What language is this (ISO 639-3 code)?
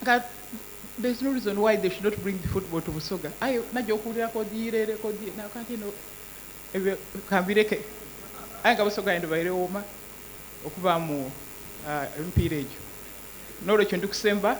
xog